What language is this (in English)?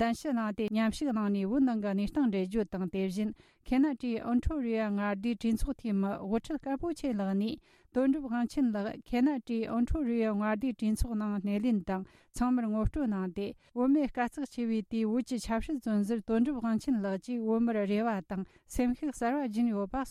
Tibetan